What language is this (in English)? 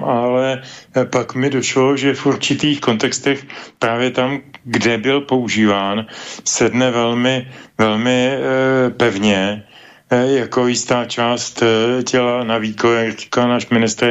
Czech